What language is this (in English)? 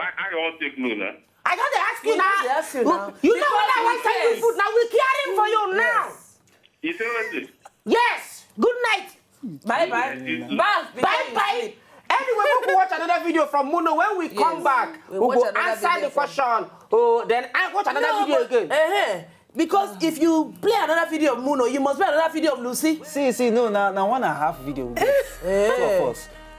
Nigerian Pidgin